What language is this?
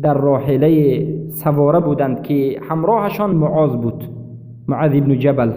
Persian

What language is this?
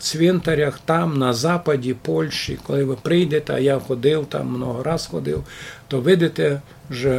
Rusyn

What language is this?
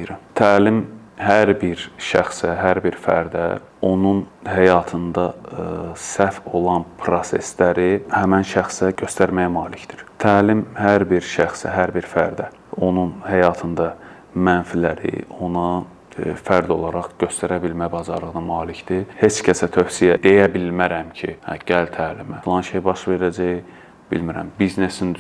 Azerbaijani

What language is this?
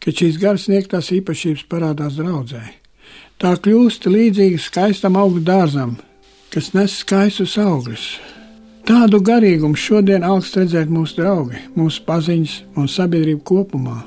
Latvian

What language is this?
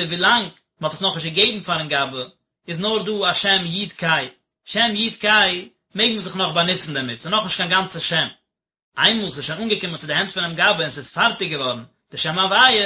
Yiddish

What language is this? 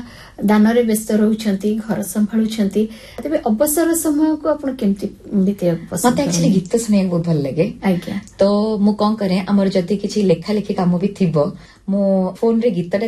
Odia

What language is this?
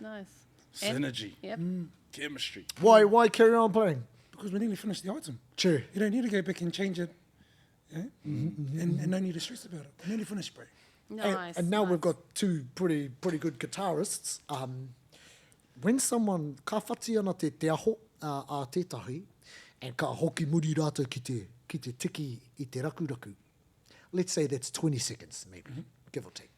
Māori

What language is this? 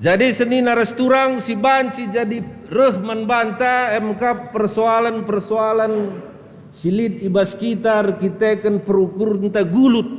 Batak Karo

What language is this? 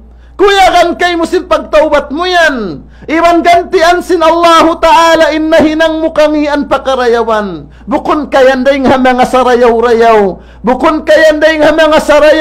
Tausug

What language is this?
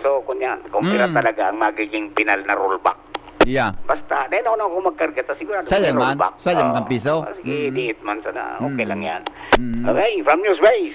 Bikol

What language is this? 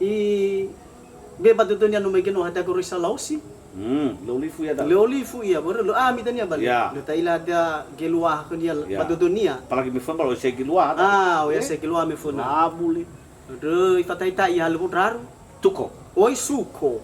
Nias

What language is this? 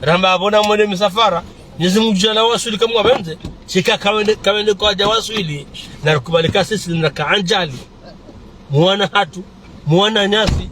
Ngazidja Comorian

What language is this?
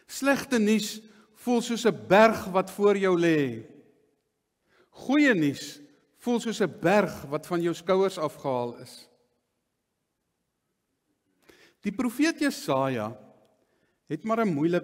Afrikaans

